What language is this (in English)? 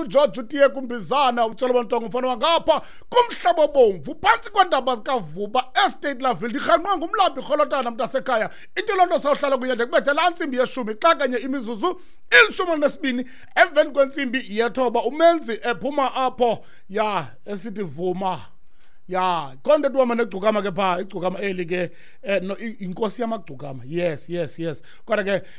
Xhosa